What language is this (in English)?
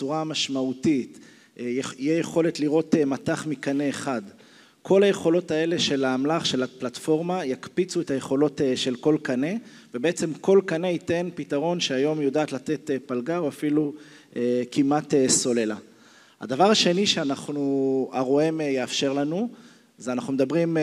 Hebrew